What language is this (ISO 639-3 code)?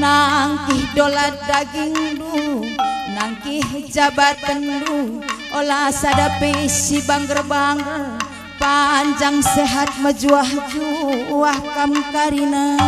btx